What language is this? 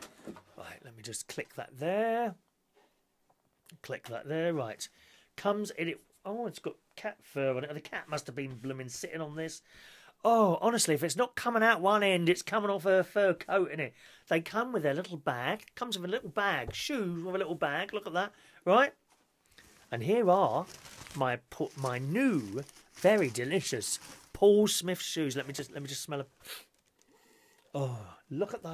English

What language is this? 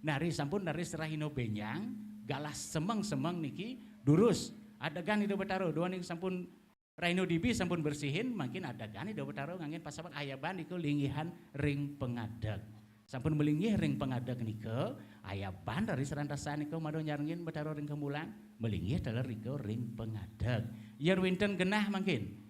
Balinese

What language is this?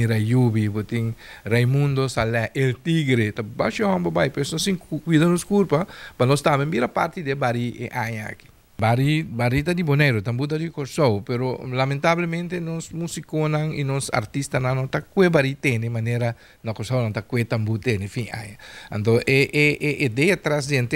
Papiamento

